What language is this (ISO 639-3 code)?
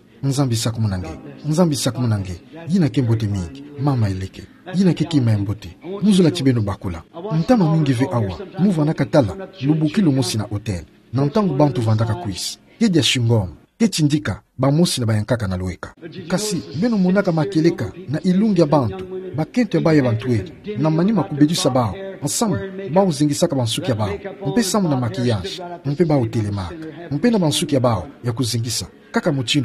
ktu